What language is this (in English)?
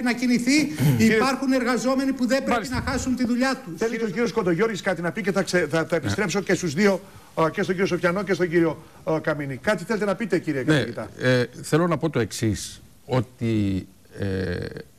Greek